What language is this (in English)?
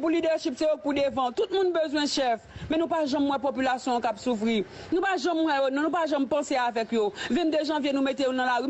Haitian Creole